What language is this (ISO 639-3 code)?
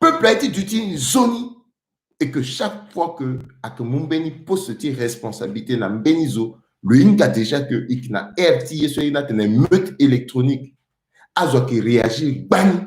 sag